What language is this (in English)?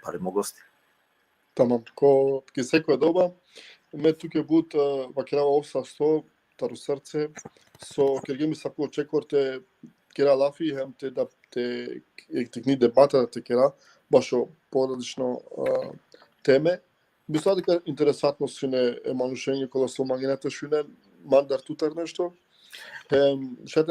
Balkan Romani